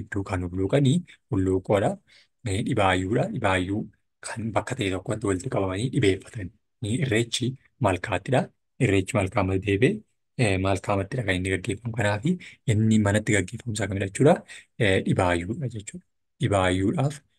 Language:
Oromo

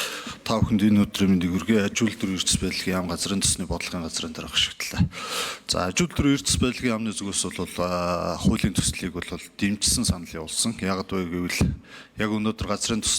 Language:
Mongolian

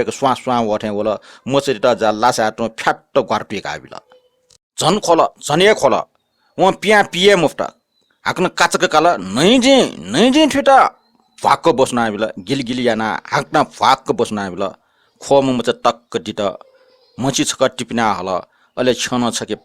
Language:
Newari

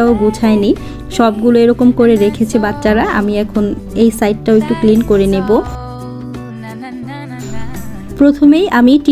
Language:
Bangla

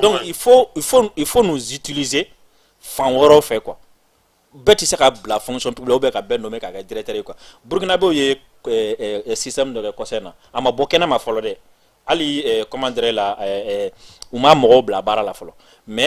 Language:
Bambara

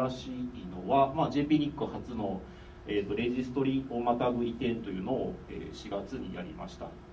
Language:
Japanese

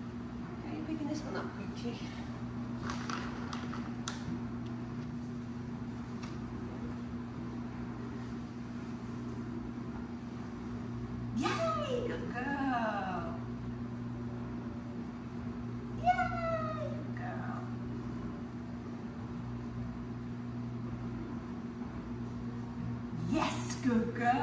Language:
English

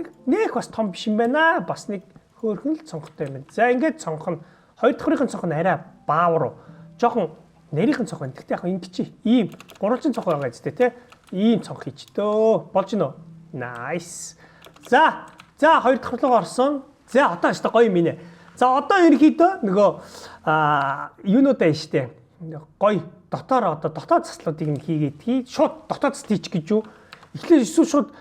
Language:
Mongolian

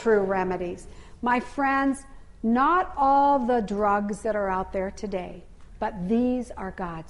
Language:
English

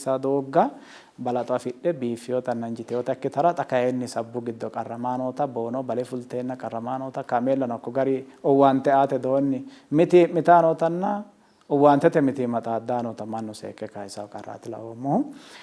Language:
Sidamo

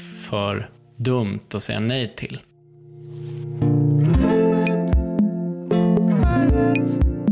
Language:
Swedish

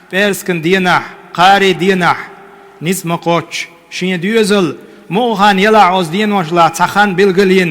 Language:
Chechen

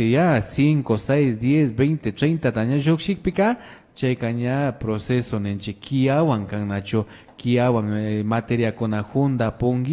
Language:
Imbabura Highland Quichua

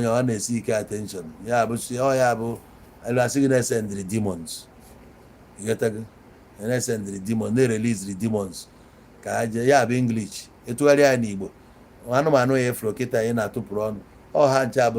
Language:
Igbo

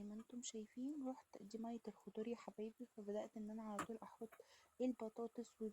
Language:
Egyptian Arabic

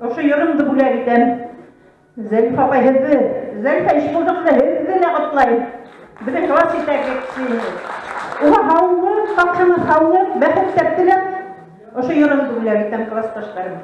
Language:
Bashkir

